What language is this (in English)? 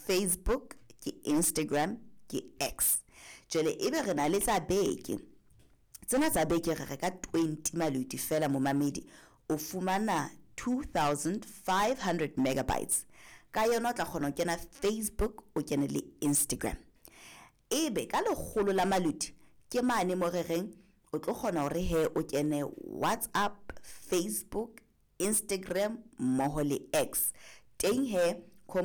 Southern Sotho